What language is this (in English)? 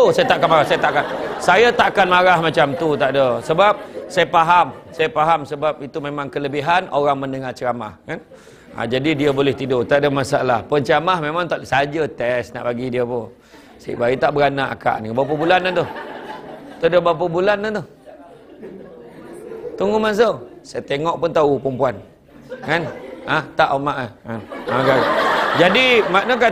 Malay